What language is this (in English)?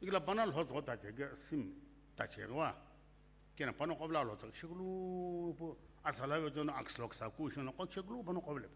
Sumi Naga